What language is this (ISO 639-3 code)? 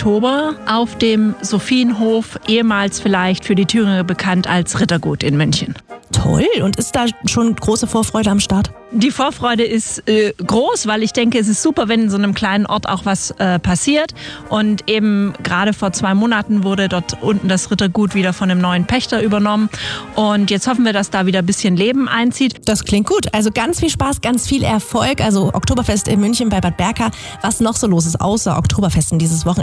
deu